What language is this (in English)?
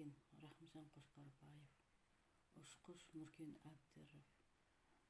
Kazakh